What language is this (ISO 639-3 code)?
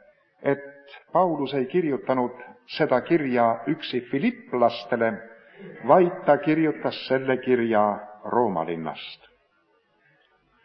est